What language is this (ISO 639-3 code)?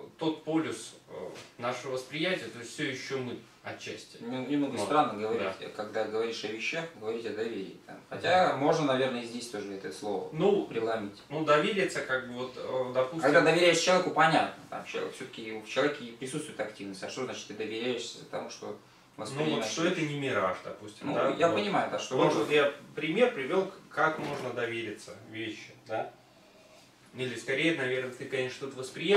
rus